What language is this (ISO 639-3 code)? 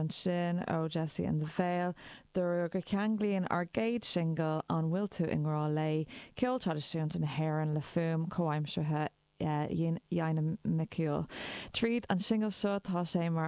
gle